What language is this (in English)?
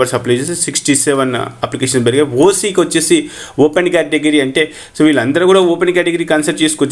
Telugu